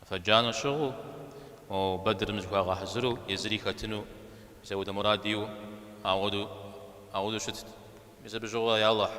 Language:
Kabardian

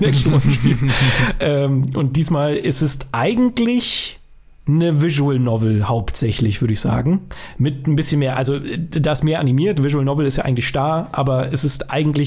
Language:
German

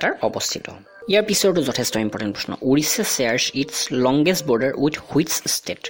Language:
Assamese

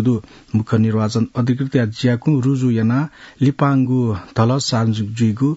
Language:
Newari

